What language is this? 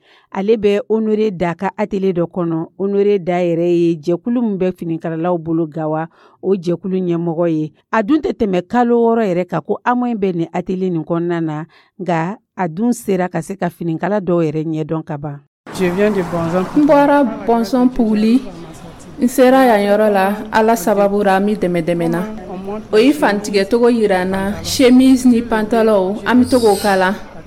Dyula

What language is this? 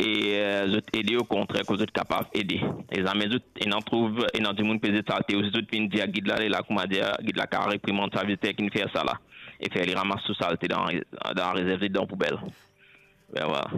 Morisyen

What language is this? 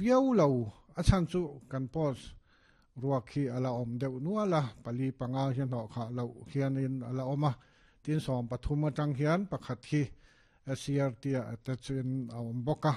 Mizo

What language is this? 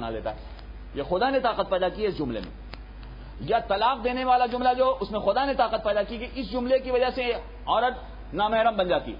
Urdu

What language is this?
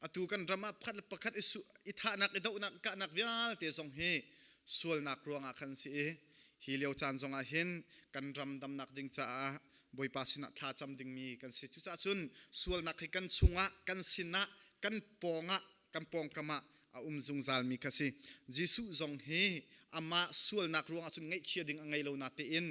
Hakha Chin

